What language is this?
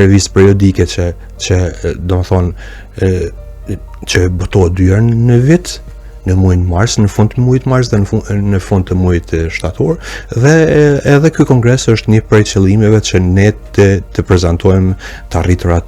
Albanian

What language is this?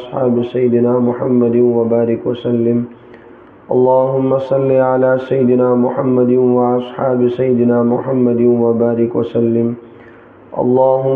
Kashmiri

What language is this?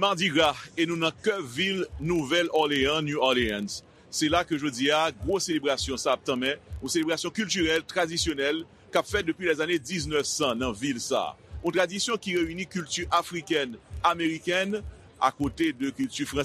Haitian Creole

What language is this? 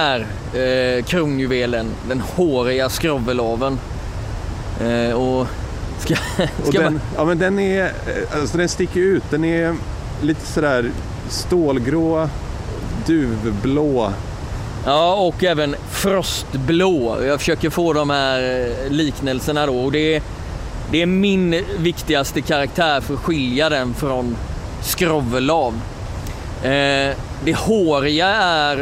Swedish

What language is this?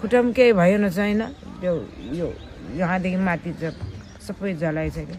Nepali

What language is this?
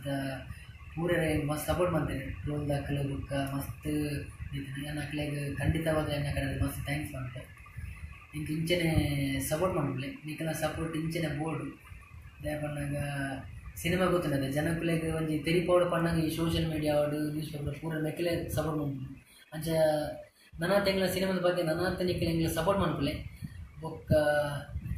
Tulu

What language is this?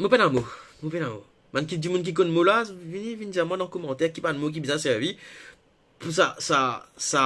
Morisyen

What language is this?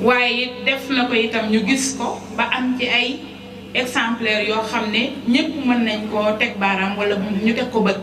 Wolof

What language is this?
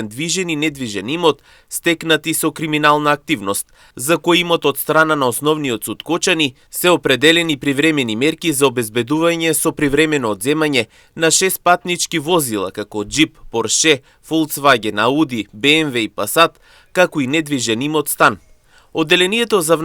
Macedonian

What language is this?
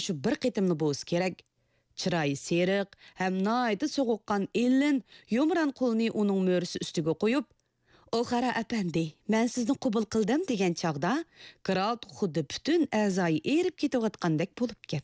Uyghur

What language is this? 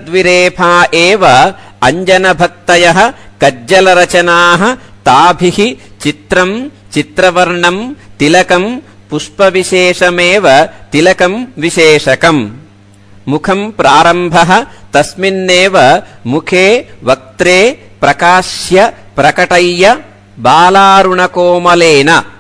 Sanskrit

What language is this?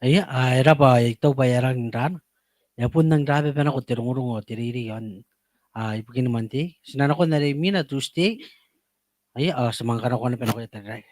Gilbertese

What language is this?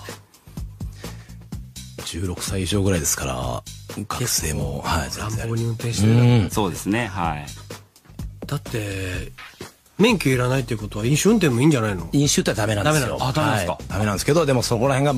Japanese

